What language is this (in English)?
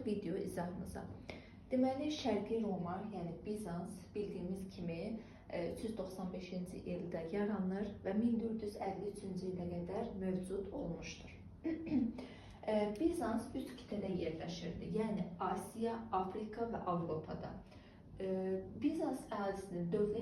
Azerbaijani